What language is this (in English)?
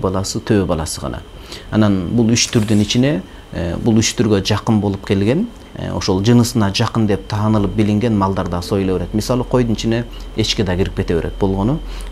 Kyrgyz